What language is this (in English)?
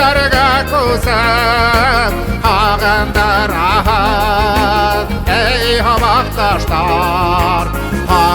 Bashkir